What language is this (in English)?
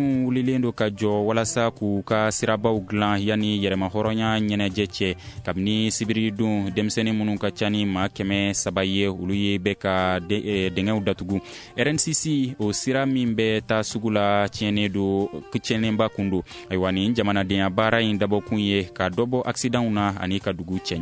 Bambara